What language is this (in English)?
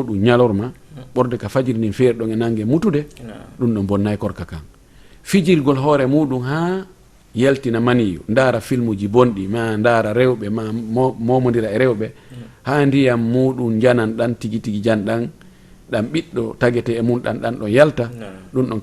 Fula